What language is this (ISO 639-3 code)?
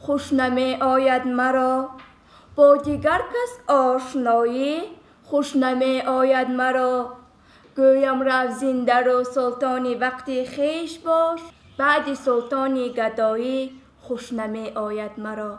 tgk